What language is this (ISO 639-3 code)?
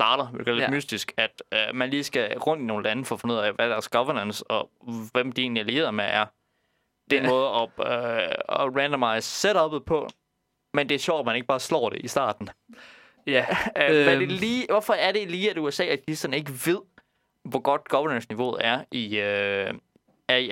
dan